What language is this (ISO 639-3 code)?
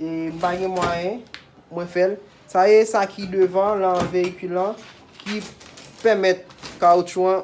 hat